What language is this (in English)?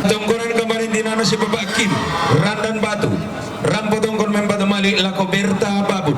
Toraja-Sa'dan